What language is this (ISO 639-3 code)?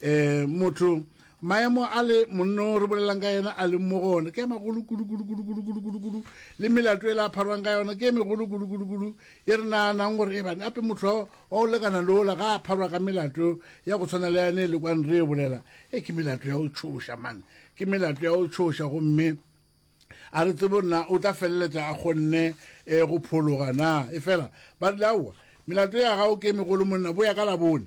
nso